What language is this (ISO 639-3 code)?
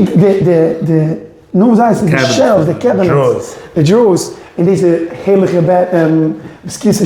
yid